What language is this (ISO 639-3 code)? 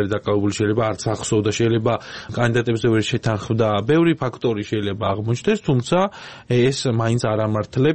kat